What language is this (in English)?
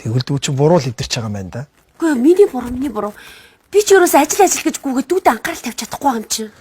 Mongolian